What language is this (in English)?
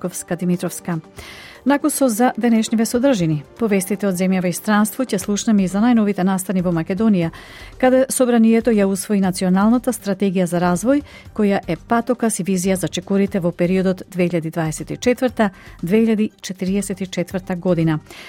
Macedonian